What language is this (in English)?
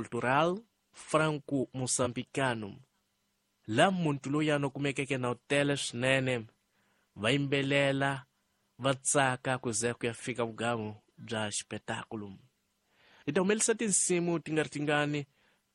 Tsonga